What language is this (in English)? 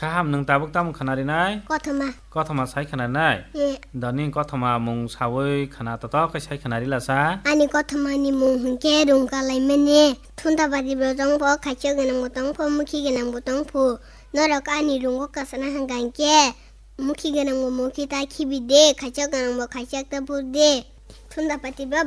Kok Borok